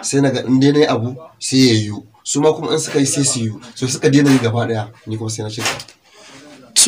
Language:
Hausa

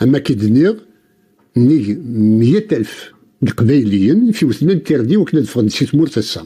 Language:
Kabyle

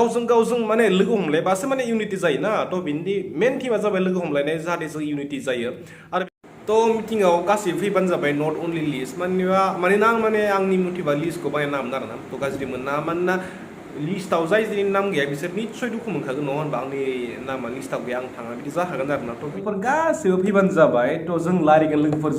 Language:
Bodo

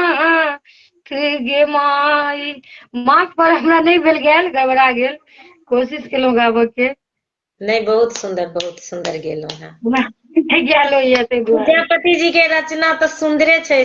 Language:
Maithili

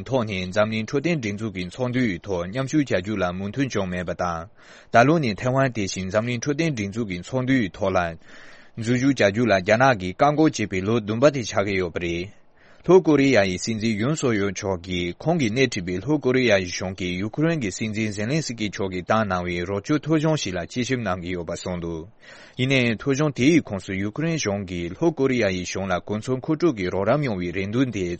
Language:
Tibetan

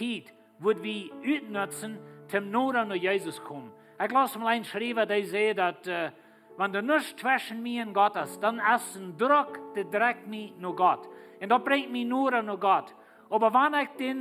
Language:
Plautdietsch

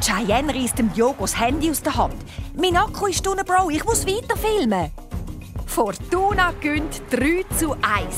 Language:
Swiss German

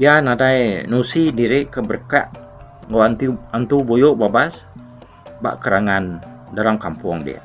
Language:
Iban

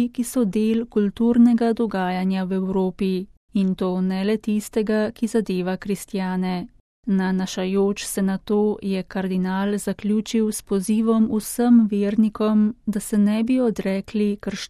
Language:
Slovenian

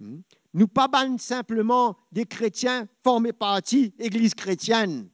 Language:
Morisyen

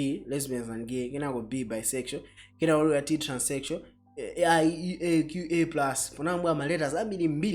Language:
Nyanja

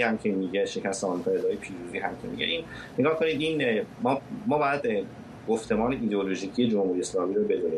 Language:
Persian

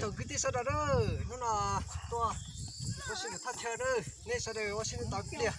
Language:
Hmong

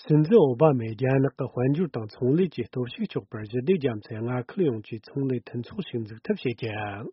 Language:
Tibetan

